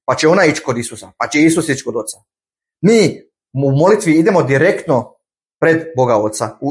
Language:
Bosnian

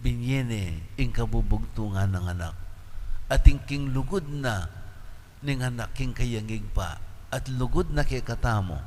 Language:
Pampanga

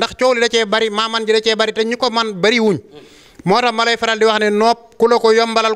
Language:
Wolof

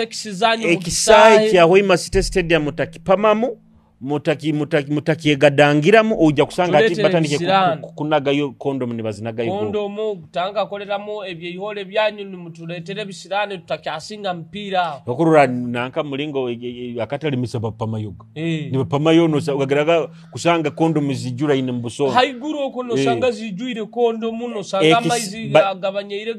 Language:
Nyoro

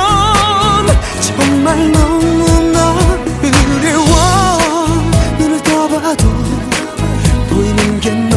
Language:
Korean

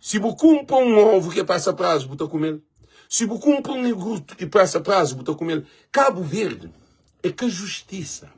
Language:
Kabuverdianu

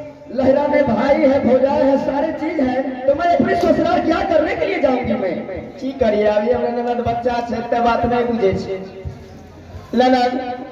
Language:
Angika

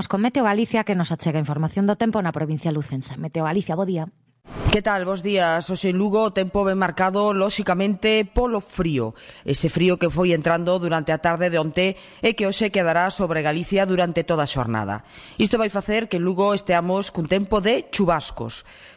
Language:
Galician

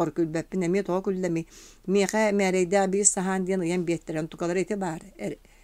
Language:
Yakut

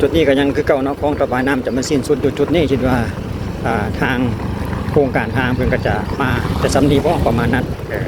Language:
Lao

